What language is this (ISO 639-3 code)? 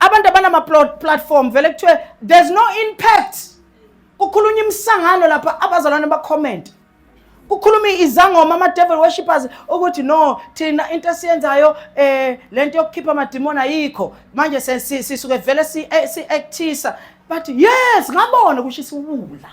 zul